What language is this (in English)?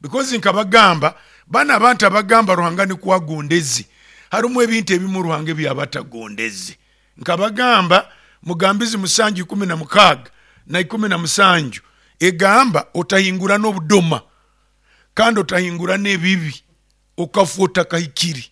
Nyoro